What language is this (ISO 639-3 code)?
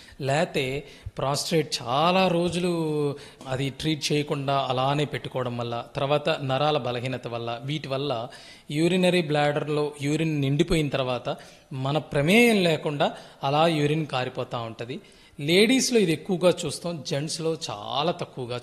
tel